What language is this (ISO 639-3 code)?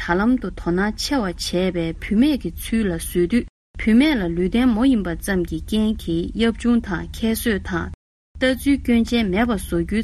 bod